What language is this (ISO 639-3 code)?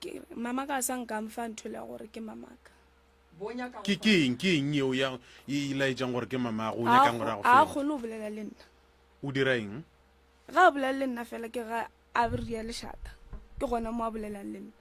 nso